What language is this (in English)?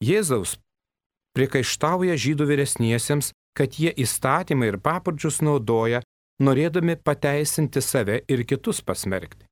Lithuanian